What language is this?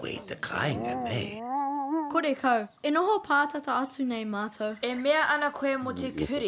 Māori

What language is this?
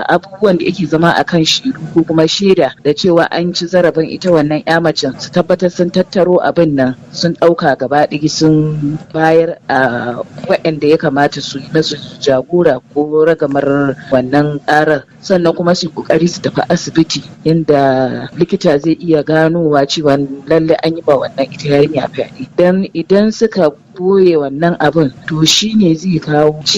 Hausa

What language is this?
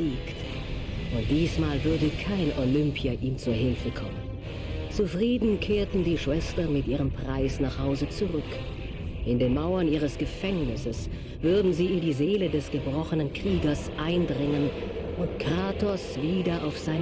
Bavarian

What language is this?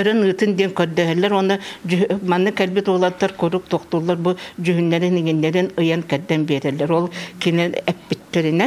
Yakut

